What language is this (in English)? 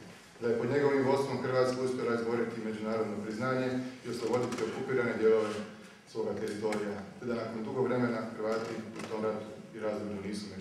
Croatian